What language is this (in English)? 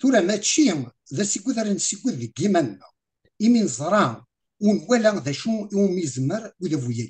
Kabyle